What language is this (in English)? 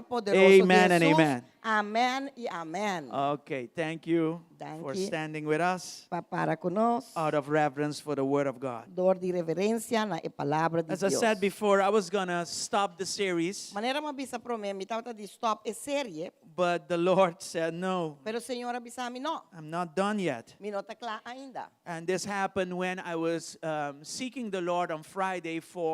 Papiamento